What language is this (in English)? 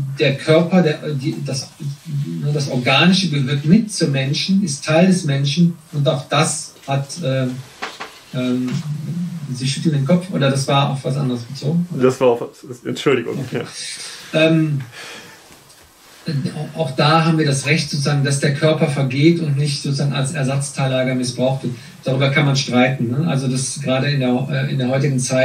German